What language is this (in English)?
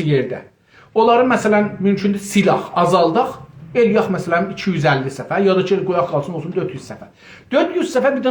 South Azerbaijani